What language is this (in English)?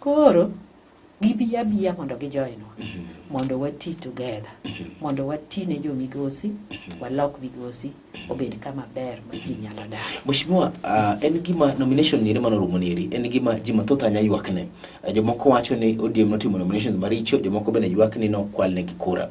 Luo (Kenya and Tanzania)